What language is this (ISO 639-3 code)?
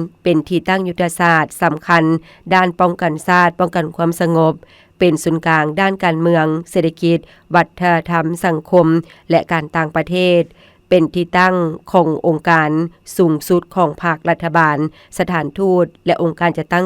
lao